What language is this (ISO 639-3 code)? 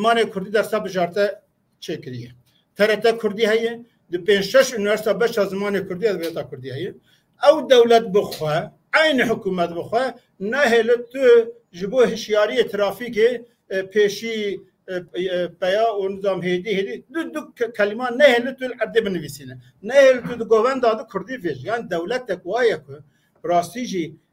kur